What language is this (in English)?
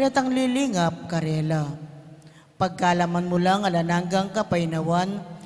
Pampanga